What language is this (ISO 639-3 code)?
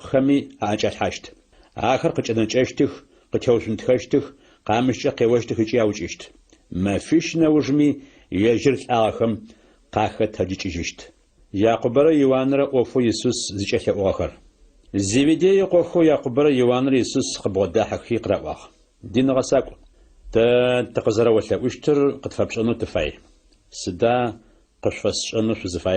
ady